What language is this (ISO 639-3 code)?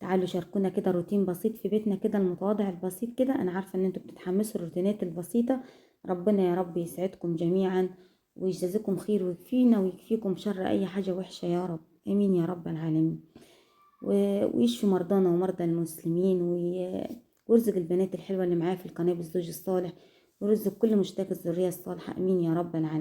arz